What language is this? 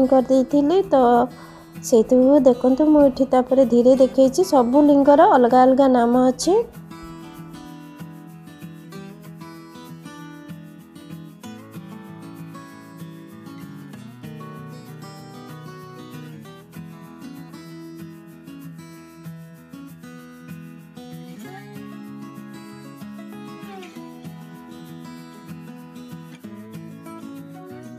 Odia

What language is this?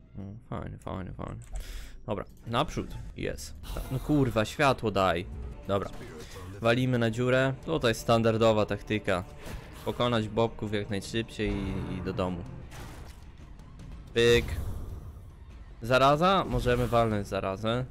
Polish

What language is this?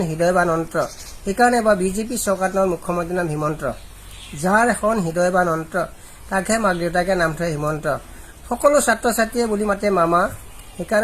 Assamese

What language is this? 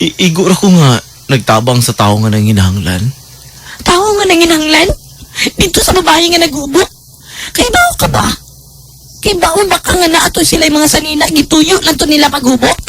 Cebuano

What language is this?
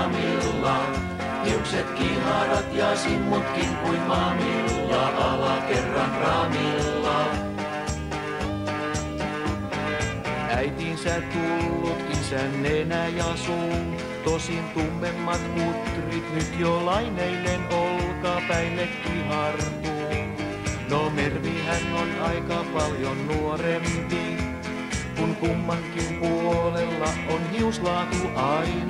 Finnish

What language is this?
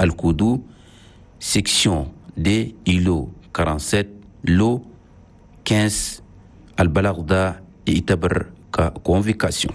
Chadian Arabic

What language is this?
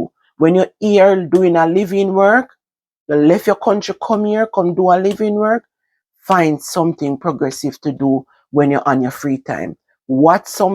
Jamaican Creole English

